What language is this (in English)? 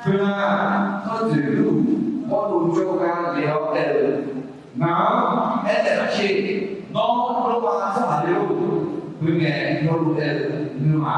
Akha